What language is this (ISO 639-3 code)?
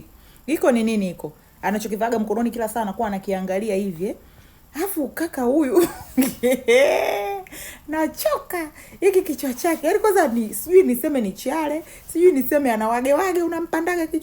swa